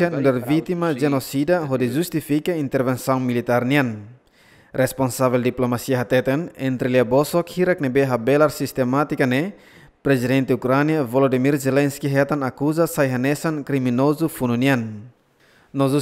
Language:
Tetum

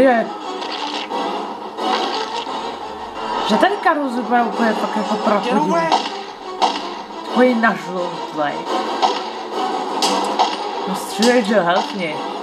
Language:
Czech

